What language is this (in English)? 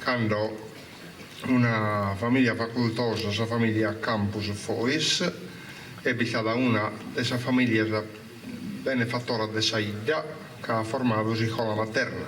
Sardinian